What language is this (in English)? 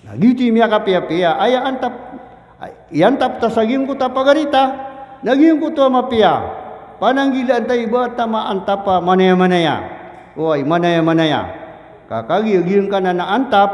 Maranao